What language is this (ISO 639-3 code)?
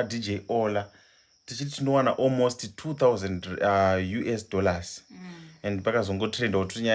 sna